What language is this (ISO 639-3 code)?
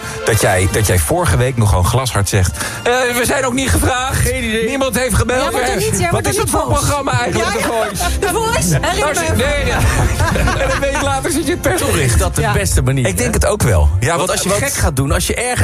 nld